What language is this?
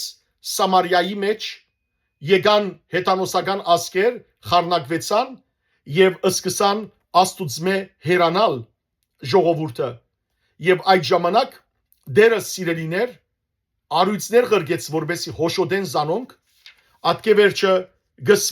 Western Armenian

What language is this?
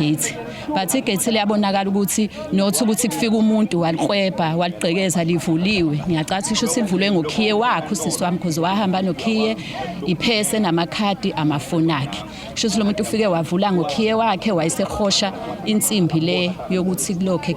Zulu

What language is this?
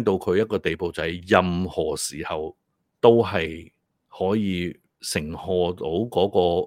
Cantonese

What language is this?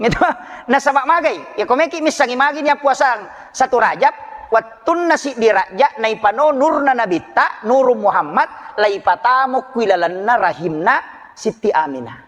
Buginese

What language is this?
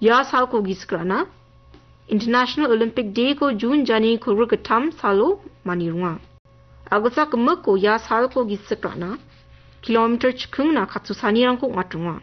Garo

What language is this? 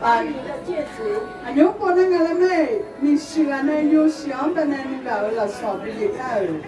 Akha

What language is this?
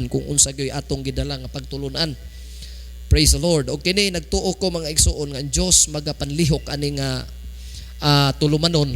Cebuano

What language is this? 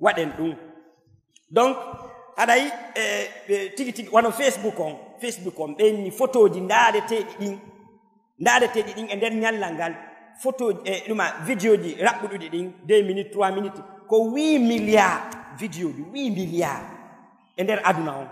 Fula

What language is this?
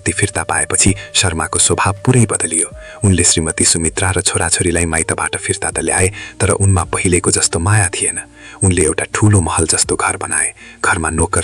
Nepali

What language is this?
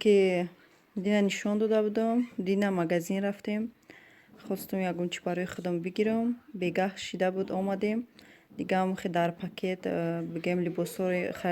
Tajik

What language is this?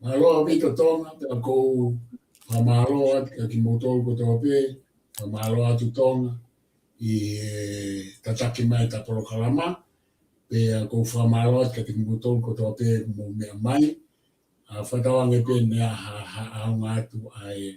Tongan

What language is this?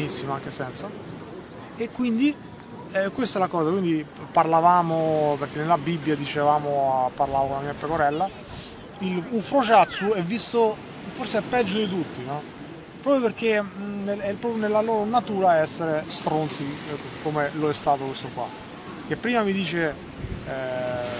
Italian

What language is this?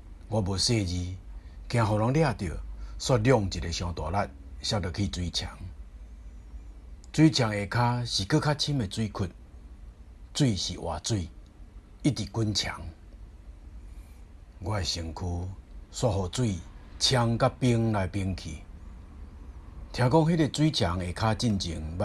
Min Nan Chinese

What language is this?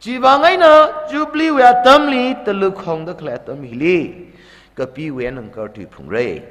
Tangkhul Naga (India)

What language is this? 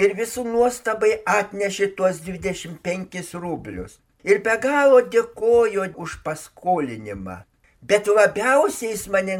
Lithuanian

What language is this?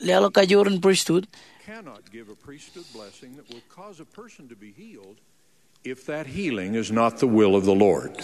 Marshallese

